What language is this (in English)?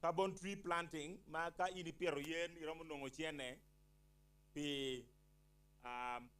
Acoli